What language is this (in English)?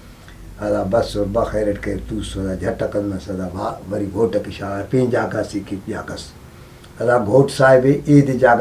Brahui